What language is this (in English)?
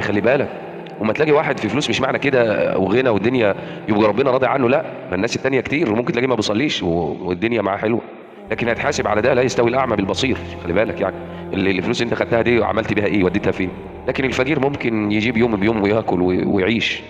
Egyptian Arabic